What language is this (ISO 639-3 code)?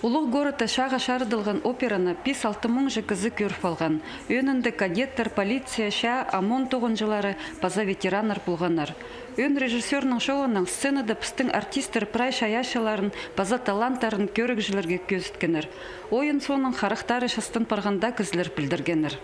kjh